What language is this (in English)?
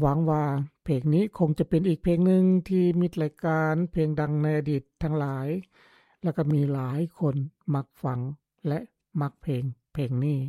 Lao